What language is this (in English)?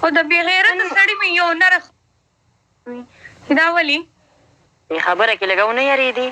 Pashto